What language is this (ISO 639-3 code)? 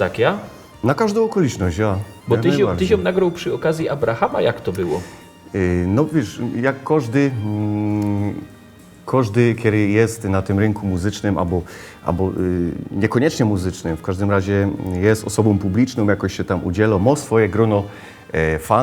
szl